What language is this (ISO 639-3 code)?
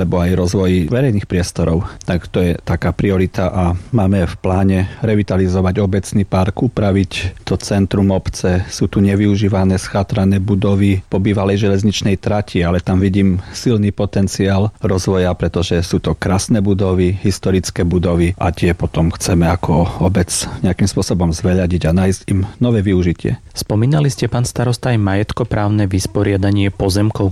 slk